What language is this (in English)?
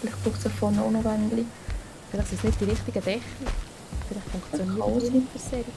Swiss German